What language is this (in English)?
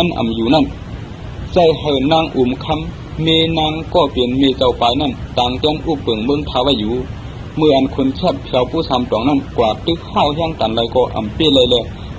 Shan